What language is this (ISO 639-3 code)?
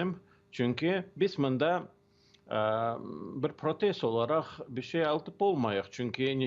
crh